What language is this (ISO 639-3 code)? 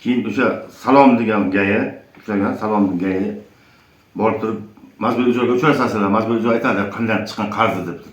uzb